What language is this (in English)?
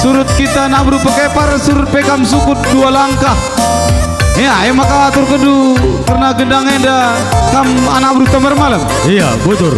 Batak Karo